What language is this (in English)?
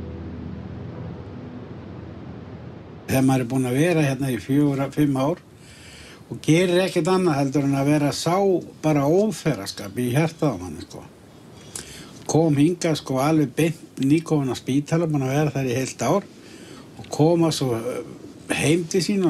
Icelandic